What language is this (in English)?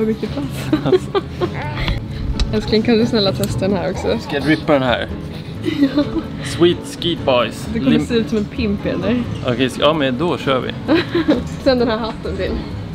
Swedish